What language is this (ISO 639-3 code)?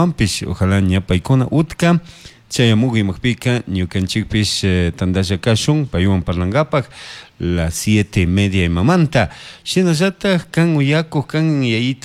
qug